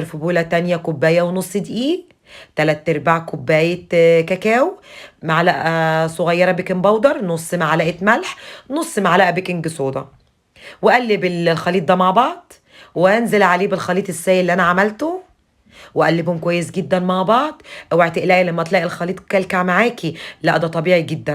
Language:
Egyptian Arabic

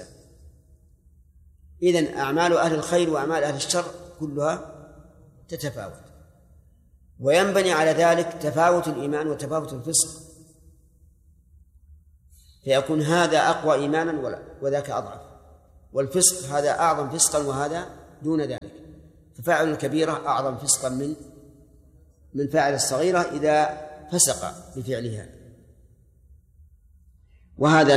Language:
Arabic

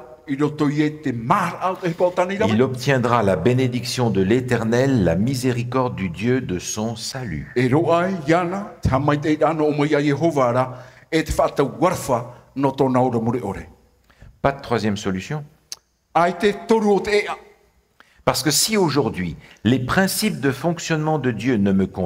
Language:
Tahitian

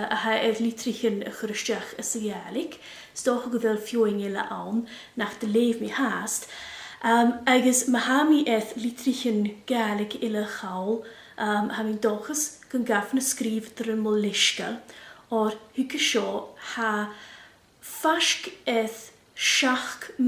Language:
Scottish Gaelic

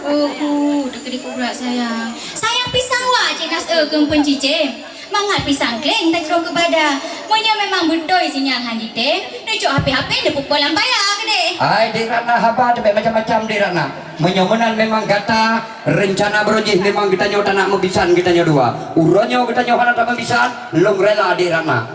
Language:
Achinese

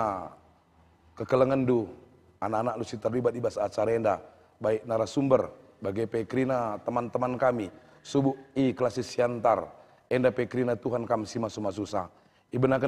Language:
Batak Karo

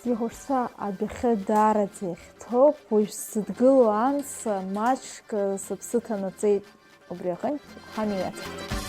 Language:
Abkhazian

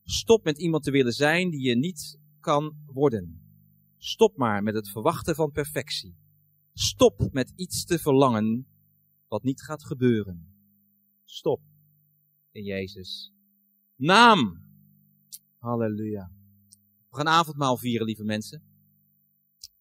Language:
Dutch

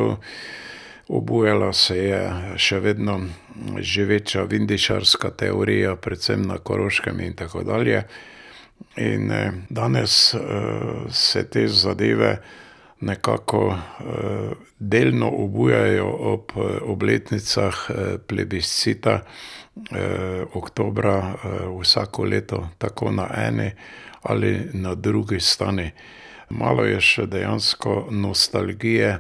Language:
Slovenian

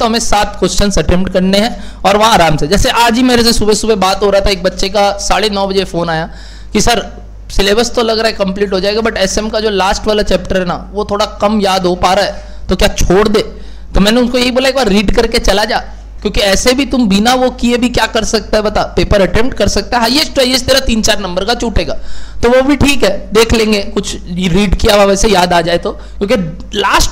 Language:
Hindi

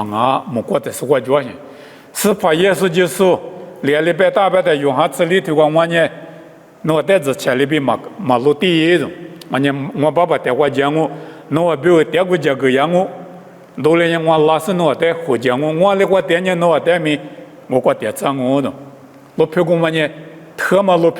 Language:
Lisu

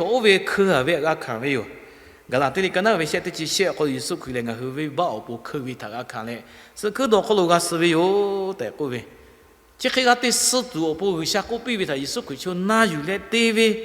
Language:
Lahu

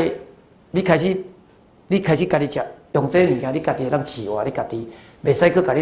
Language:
Min Nan Chinese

